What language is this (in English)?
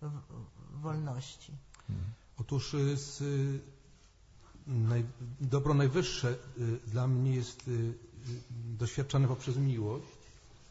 Polish